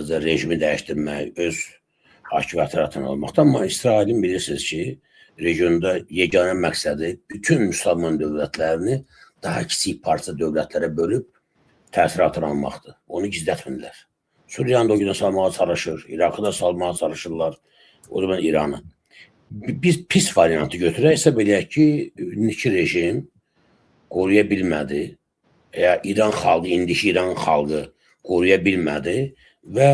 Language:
Azerbaijani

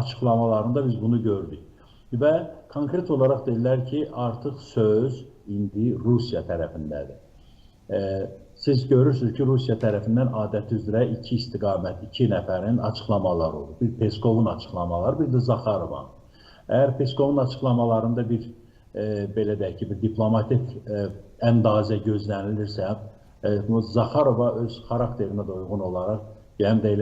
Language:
Azerbaijani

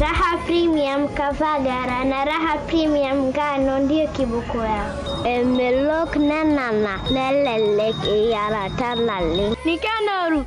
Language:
Meru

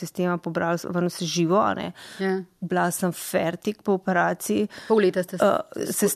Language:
Slovenian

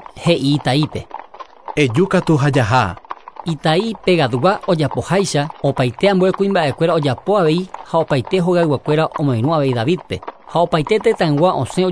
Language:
Guarani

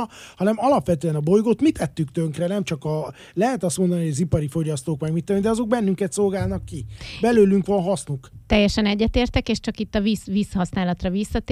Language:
Hungarian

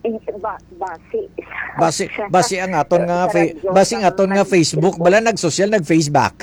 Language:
Hiligaynon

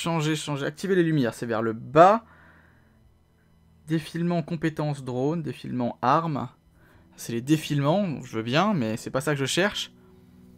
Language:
French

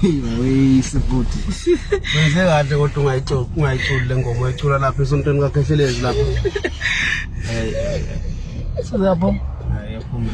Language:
Zulu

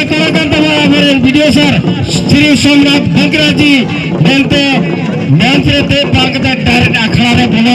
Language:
Santali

